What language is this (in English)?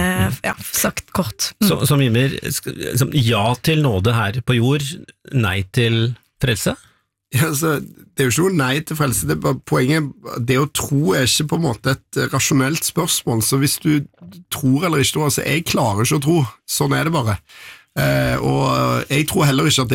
Norwegian